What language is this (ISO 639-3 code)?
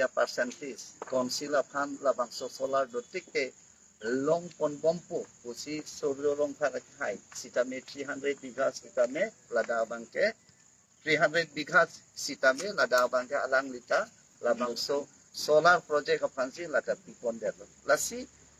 mjw